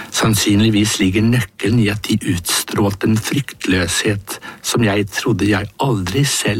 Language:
Norwegian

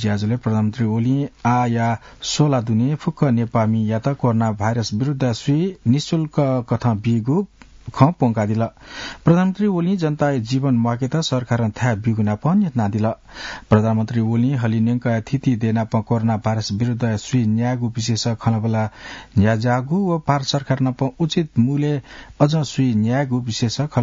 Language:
Newari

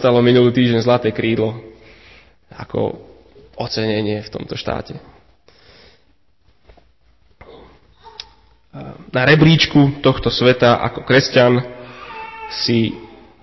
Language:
Slovak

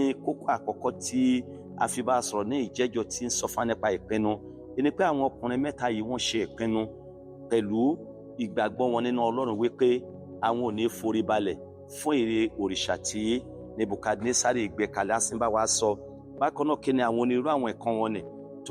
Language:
Yoruba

